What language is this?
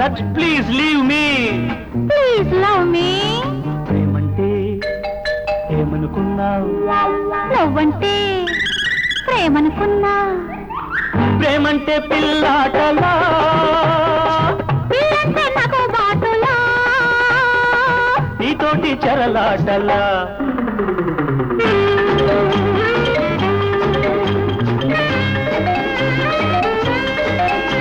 Telugu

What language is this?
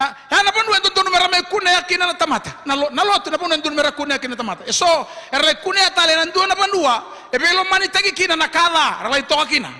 Fijian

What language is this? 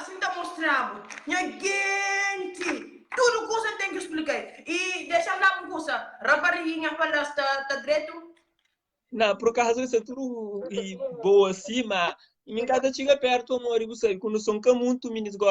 Kabuverdianu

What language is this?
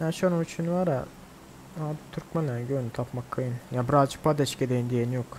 Turkmen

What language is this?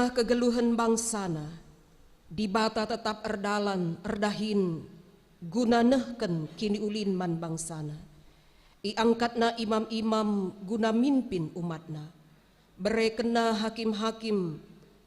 Batak Karo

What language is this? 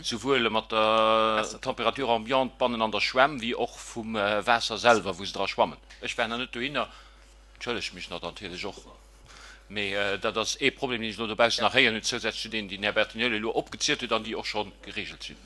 Luxembourgish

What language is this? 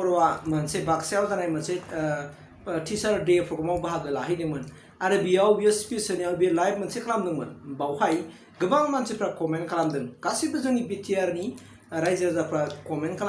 Bodo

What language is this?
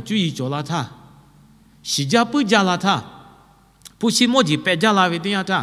Lahu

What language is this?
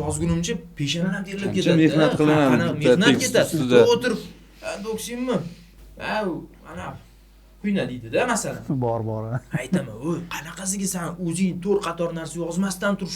Uzbek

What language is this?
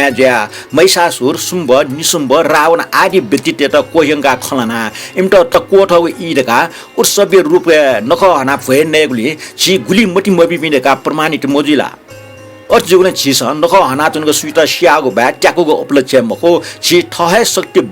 Newari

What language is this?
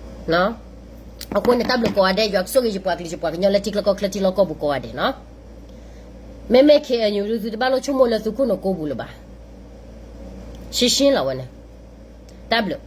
S'gaw Karen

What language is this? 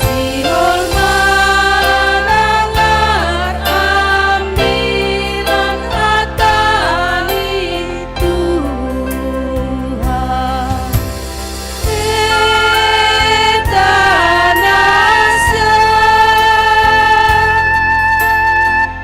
Batak Simalungun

